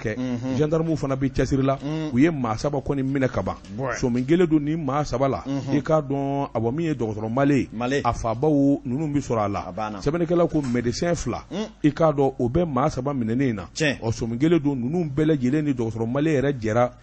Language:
Bambara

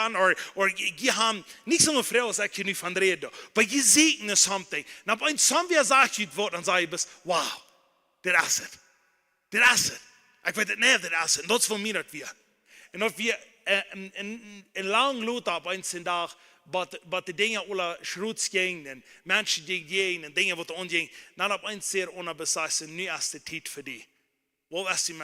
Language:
Plautdietsch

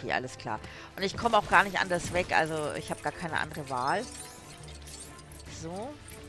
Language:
German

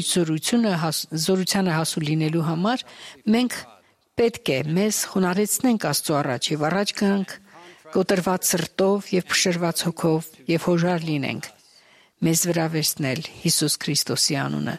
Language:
Armenian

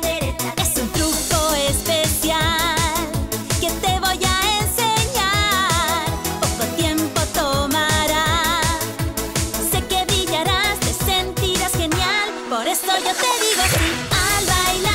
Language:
Spanish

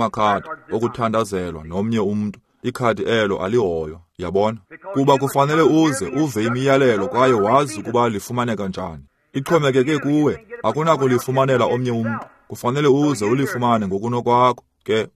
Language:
Xhosa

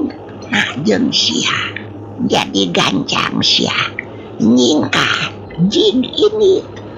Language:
Sundanese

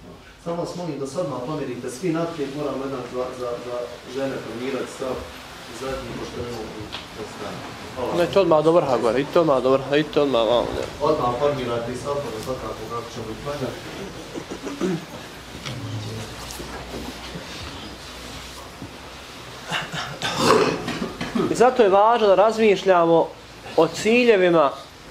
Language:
Bosnian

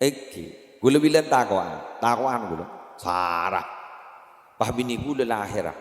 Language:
Madurese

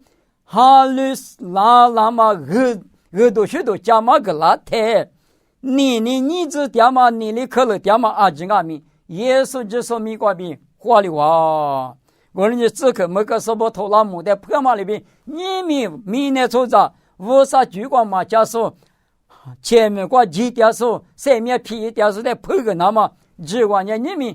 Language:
Lisu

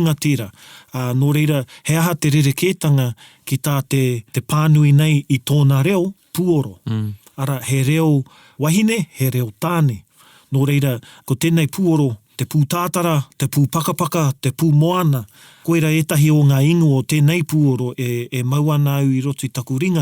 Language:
Māori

